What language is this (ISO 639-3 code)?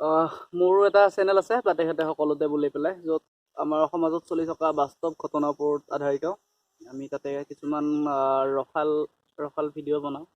asm